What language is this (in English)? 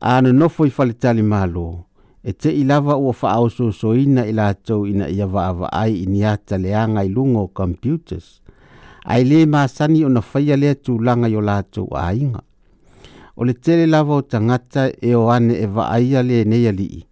Samoan